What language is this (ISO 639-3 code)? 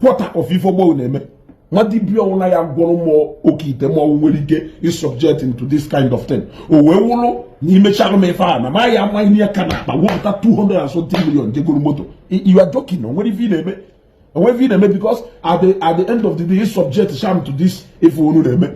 ibo